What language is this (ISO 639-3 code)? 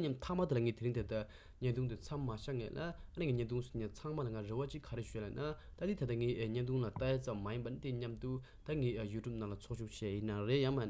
bod